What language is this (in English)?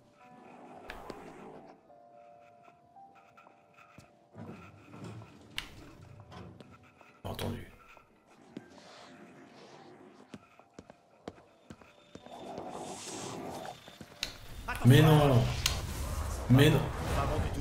French